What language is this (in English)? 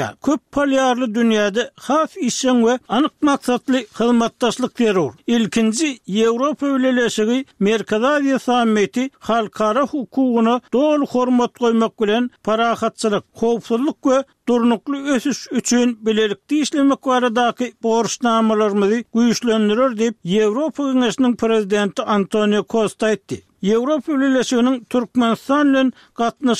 Turkmen